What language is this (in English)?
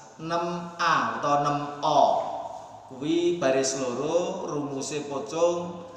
Javanese